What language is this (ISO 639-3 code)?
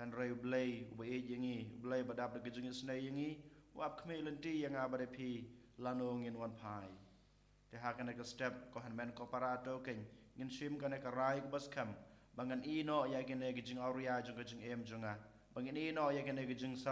kha